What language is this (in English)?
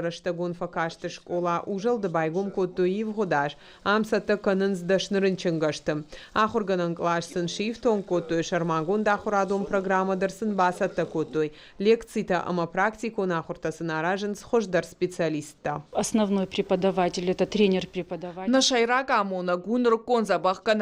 Ossetic